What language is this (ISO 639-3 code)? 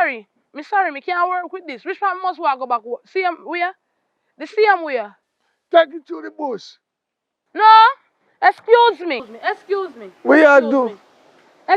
jam